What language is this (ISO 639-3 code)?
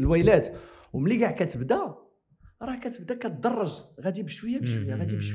ary